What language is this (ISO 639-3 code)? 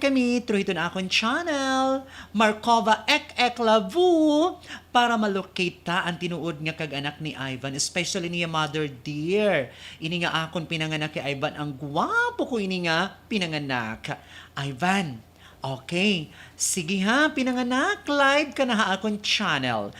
war